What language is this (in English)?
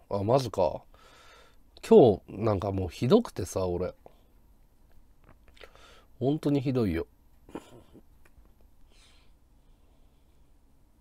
Japanese